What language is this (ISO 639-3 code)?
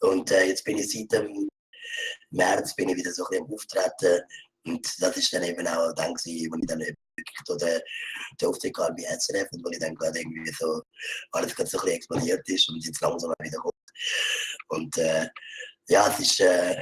gsw